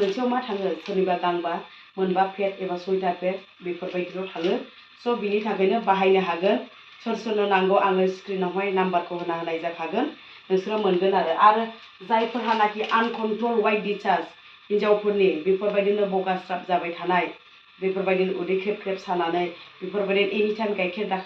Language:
Bodo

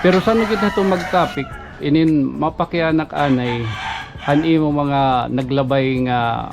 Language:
Waray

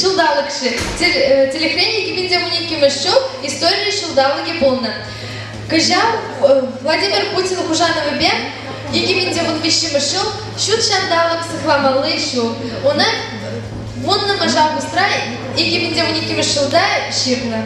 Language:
Chuvash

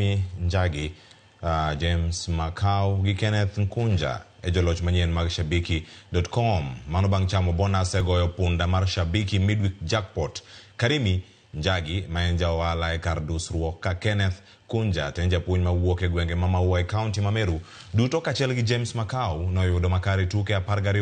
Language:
Luo (Kenya and Tanzania)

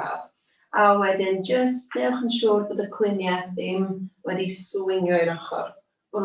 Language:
Welsh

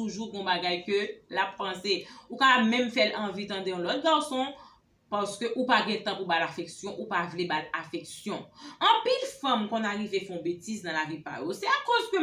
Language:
Haitian Creole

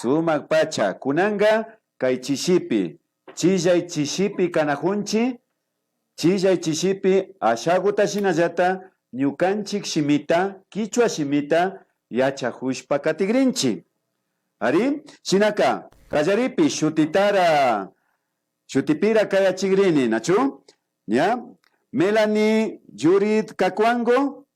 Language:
Imbabura Highland Quichua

